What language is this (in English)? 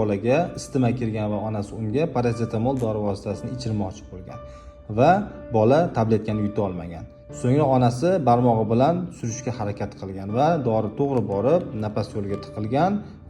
Uzbek